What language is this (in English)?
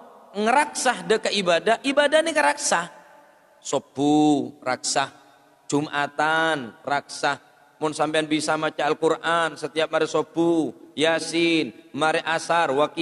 Madurese